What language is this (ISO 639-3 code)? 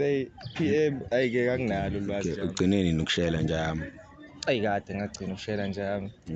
zul